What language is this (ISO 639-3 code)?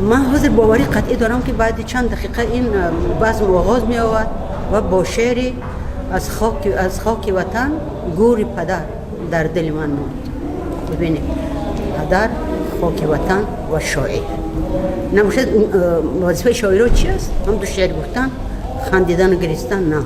tgk